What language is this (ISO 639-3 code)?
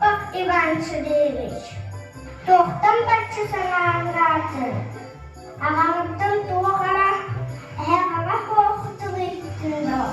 sah